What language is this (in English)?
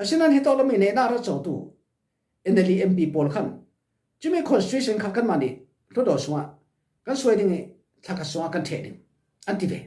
Falam Chin